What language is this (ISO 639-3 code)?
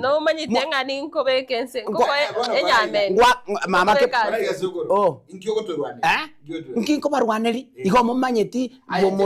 guz